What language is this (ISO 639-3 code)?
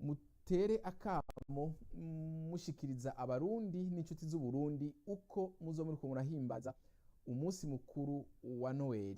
run